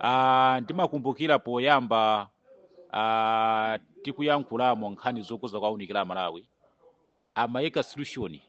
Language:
Nyanja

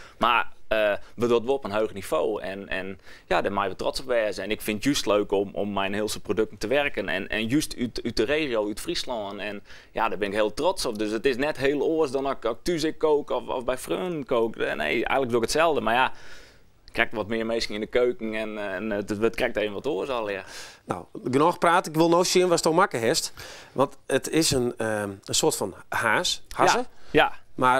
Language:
Western Frisian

